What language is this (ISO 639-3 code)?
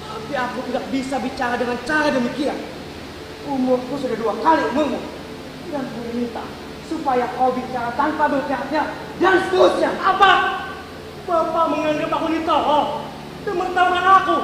bjn